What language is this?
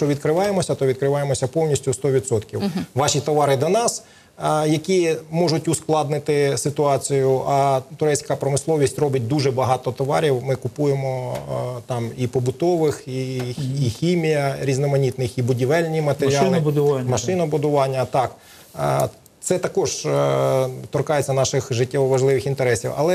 Ukrainian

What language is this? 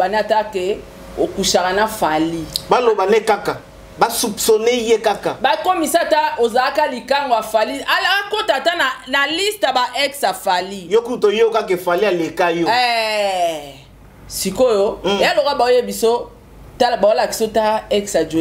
Lingala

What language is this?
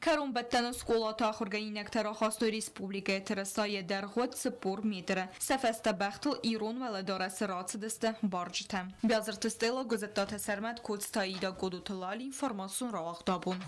Ossetic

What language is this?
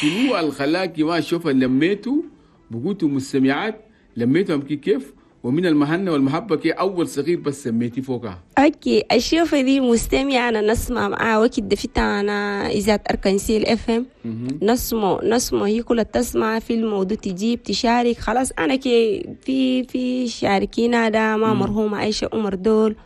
Chadian Arabic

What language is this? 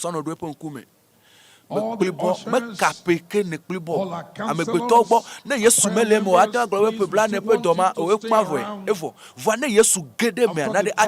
Ewe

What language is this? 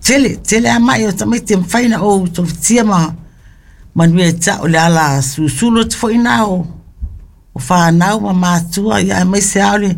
Samoan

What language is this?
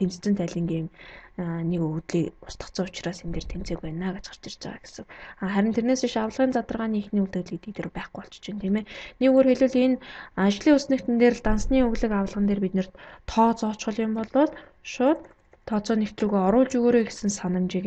Mongolian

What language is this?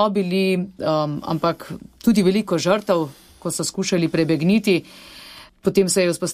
Slovenian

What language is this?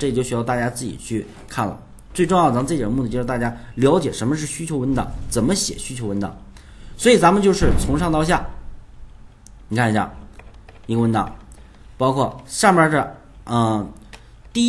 Chinese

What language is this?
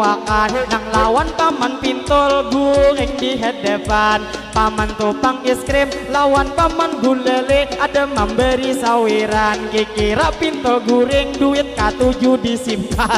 Banjar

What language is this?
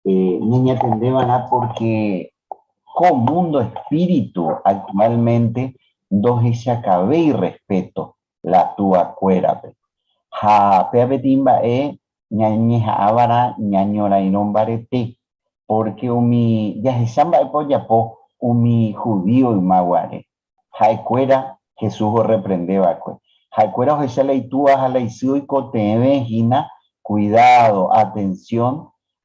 Guarani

